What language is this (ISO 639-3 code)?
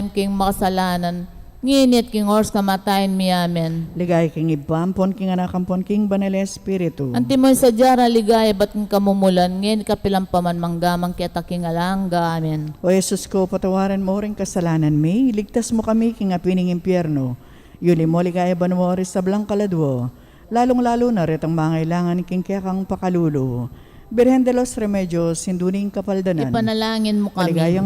pam